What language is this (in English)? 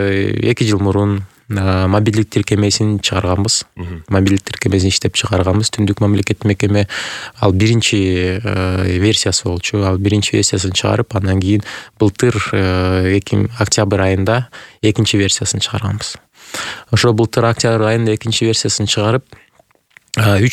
Kyrgyz